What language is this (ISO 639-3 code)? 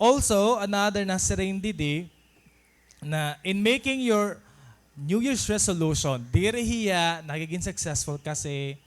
war